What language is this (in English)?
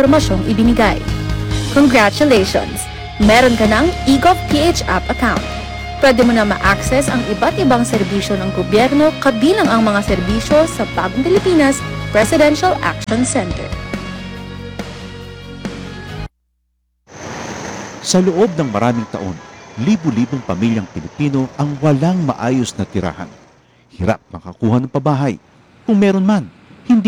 Filipino